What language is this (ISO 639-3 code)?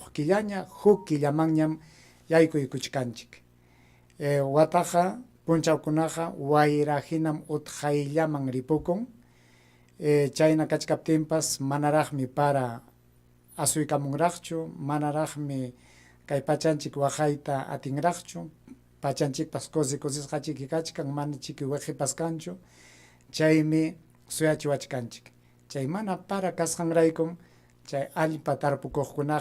quy